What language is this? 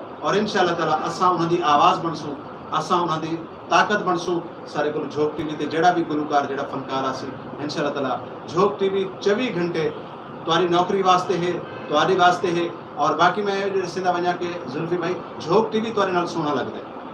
Saraiki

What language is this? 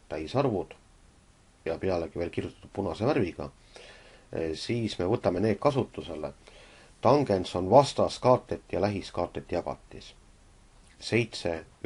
Estonian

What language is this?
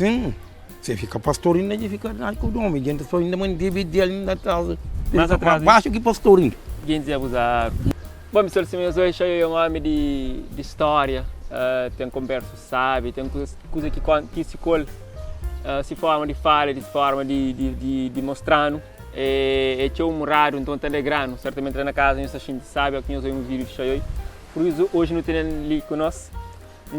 Kabuverdianu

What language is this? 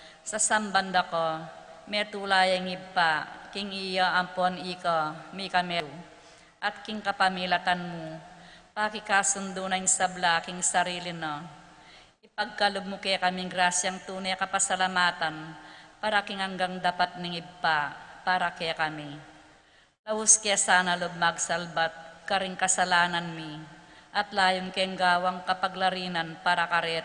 Pampanga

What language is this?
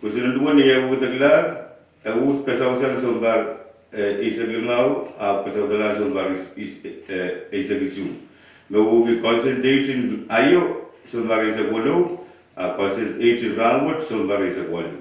Pohnpeian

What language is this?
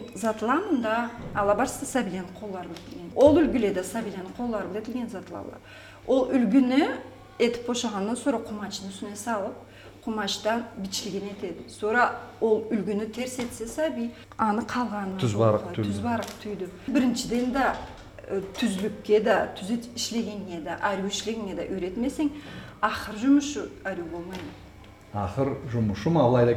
Karachay-Balkar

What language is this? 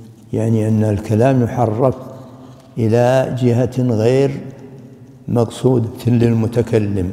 Arabic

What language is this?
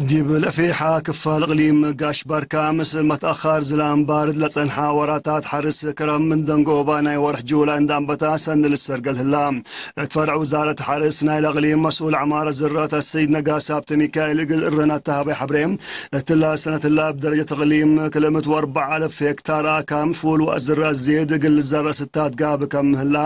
Tigre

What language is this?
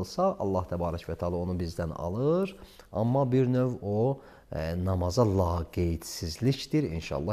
Azerbaijani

